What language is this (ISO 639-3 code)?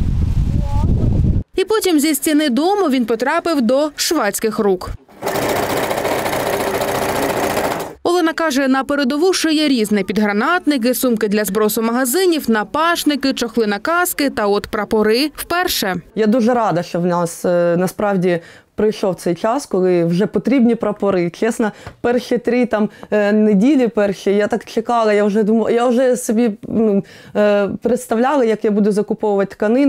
ukr